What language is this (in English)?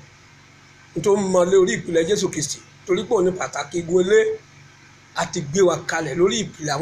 Yoruba